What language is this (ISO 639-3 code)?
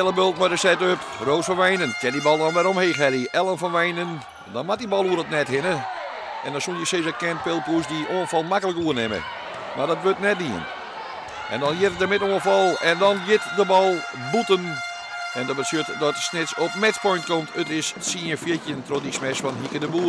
fry